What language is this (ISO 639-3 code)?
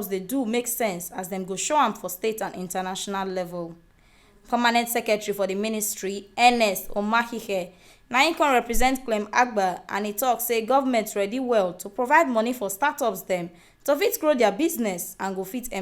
pcm